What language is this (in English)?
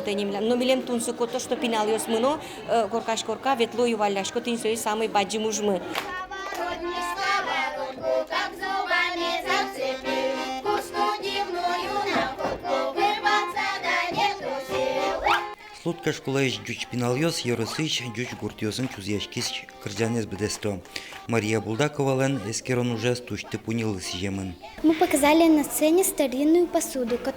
Udmurt